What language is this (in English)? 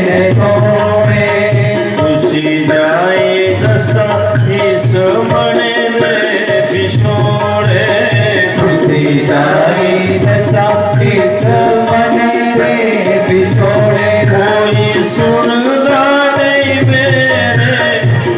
Dogri